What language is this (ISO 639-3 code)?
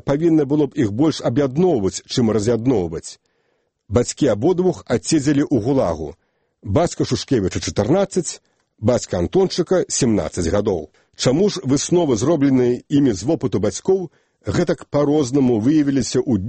bel